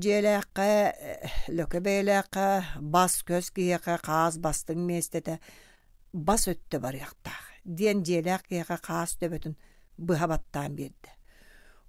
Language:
Yakut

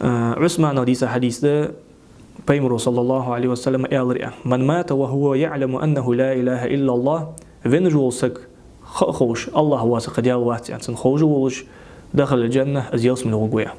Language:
Ingush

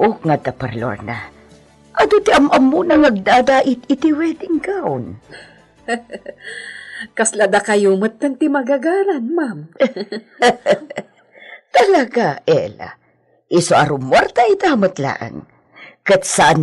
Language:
Iloko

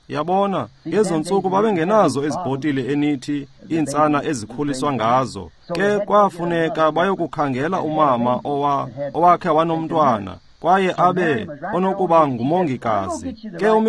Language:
Xhosa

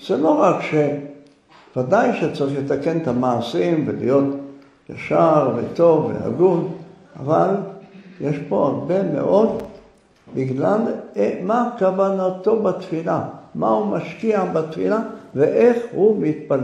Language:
Hebrew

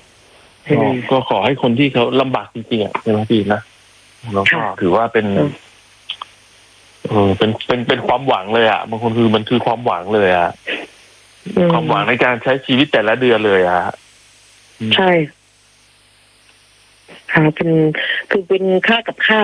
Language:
Thai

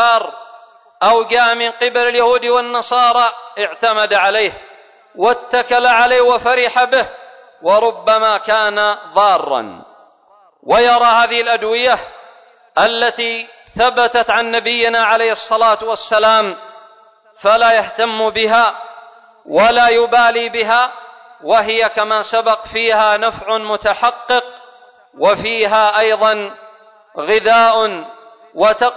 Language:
Arabic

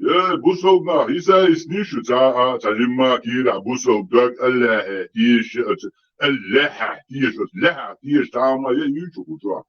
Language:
Chechen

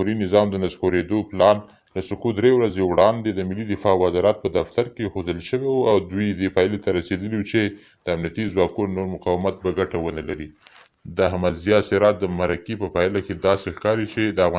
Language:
Pashto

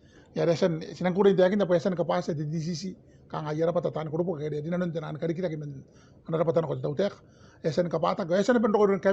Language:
Gilbertese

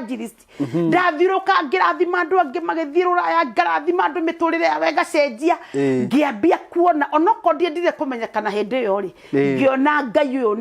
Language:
Kikuyu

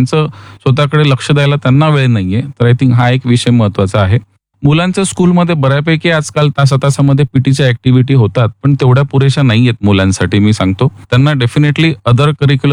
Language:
Marathi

